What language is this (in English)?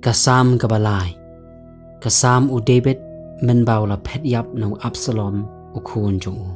Khasi